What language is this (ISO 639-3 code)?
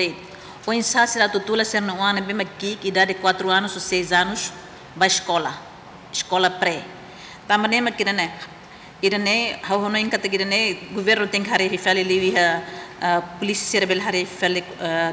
tet